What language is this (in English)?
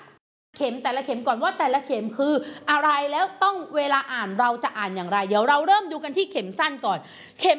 Thai